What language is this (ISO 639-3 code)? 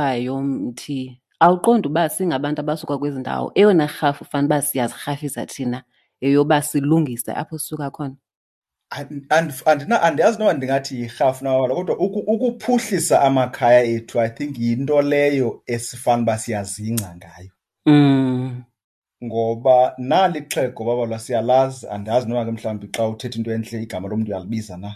xho